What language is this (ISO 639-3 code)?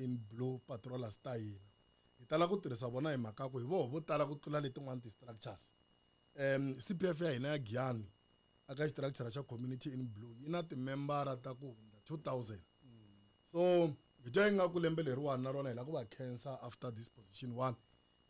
tso